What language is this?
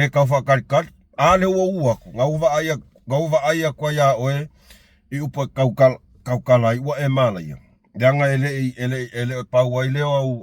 Samoan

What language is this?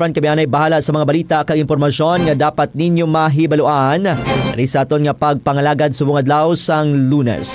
Hiligaynon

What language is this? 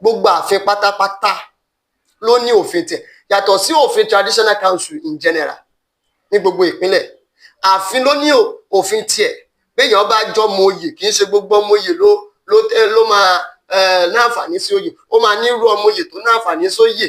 Yoruba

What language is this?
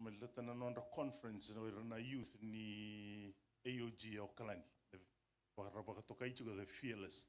Fijian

